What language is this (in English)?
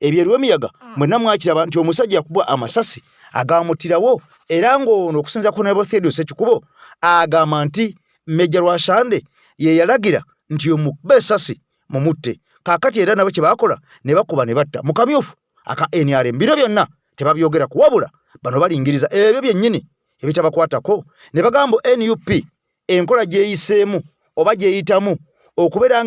Ganda